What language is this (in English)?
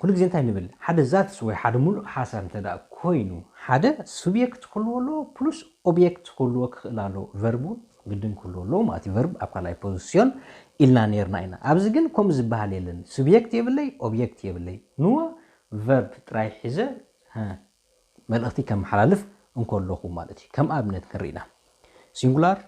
Tigrinya